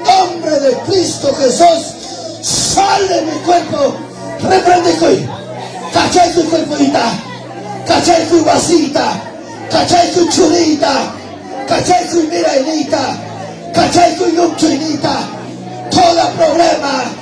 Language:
Ayacucho Quechua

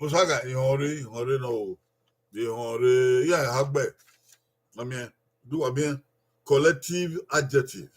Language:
Bini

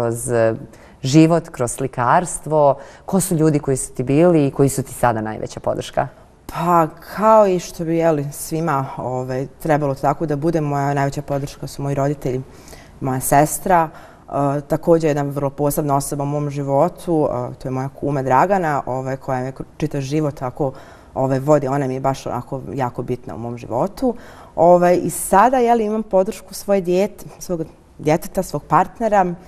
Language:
Bosnian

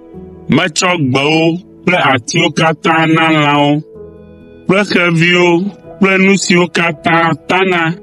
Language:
Ewe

